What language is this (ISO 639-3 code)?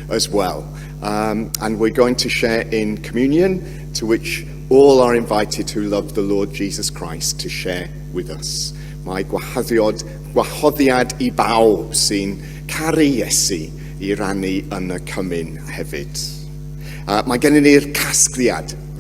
cym